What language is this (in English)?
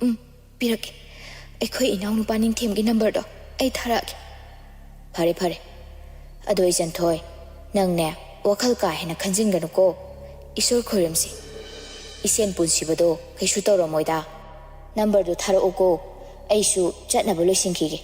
Manipuri